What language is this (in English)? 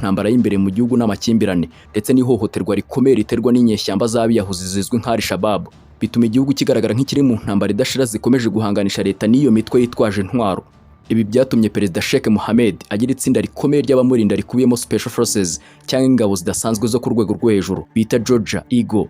Kinyarwanda